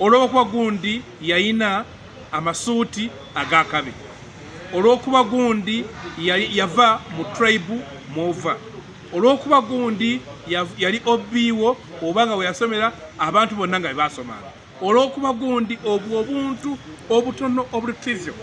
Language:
Ganda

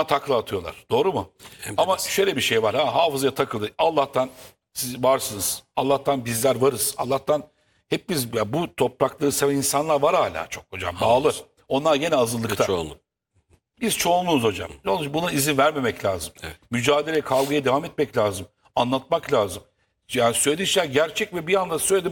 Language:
Turkish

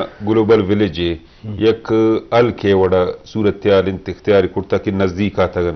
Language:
Eastern Balochi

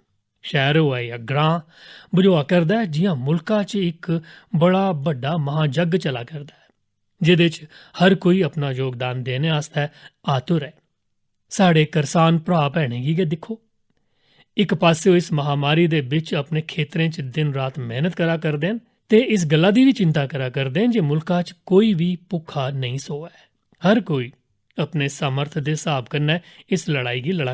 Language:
Dogri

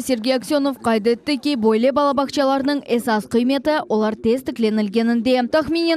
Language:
Crimean Tatar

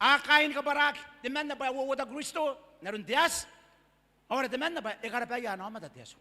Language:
Gilbertese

